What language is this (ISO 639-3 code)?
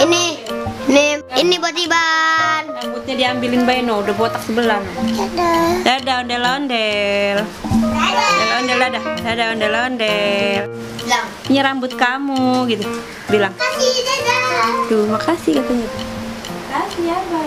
bew